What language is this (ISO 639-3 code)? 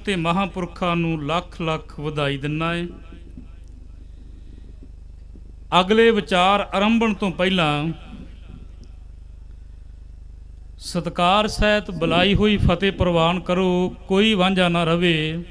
pan